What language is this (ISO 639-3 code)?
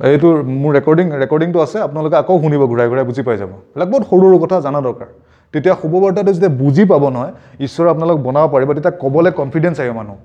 asm